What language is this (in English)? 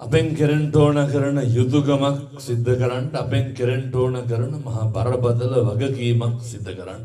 Sinhala